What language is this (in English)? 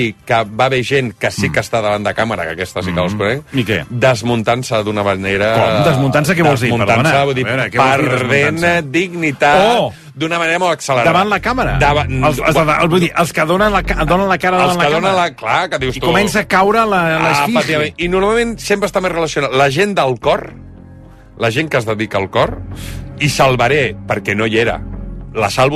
Catalan